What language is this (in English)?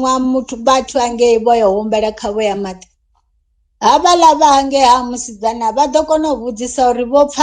Venda